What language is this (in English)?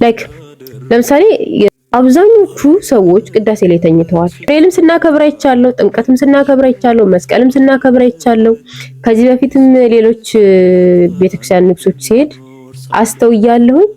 Amharic